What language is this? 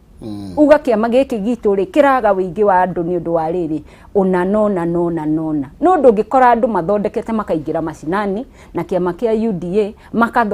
Kikuyu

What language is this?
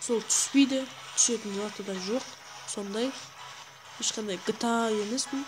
Kara-Kalpak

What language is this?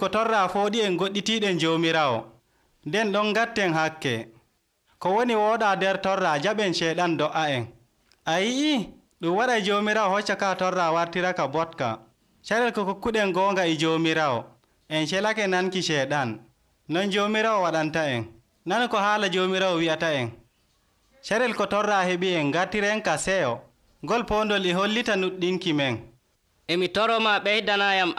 Nigerian Fulfulde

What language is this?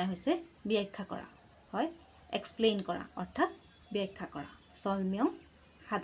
Assamese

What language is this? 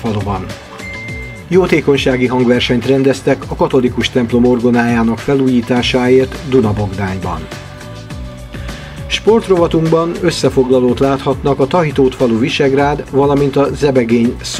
Hungarian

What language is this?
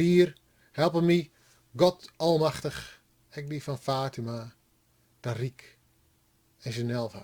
Western Frisian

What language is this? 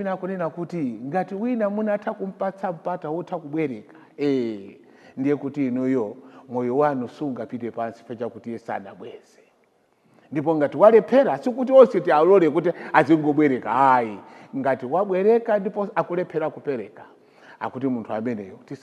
Nyanja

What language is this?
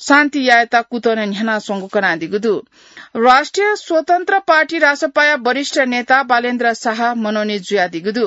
Newari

